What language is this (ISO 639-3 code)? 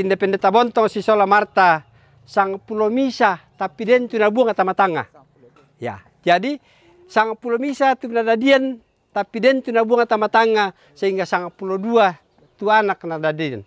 sda